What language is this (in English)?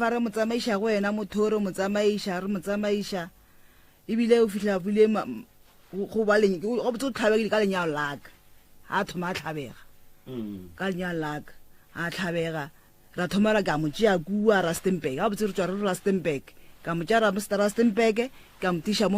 Northern Sotho